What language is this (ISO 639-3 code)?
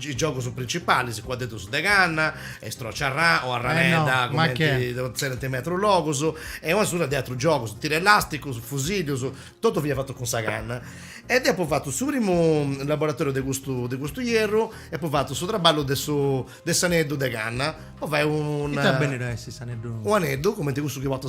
srd